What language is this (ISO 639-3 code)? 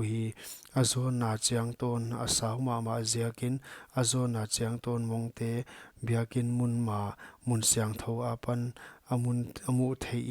pck